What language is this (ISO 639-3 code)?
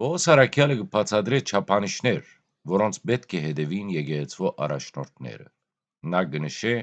hyw